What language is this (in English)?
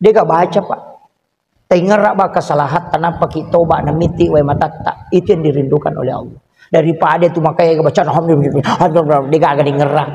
Buginese